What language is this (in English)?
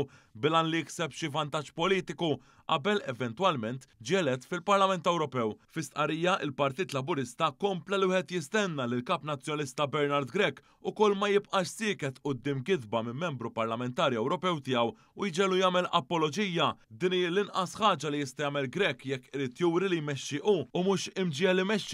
Maltese